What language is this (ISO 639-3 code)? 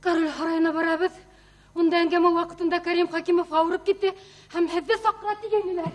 bak